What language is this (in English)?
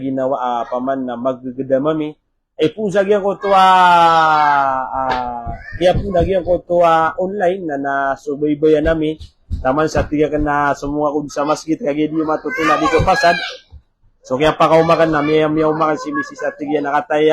Maranao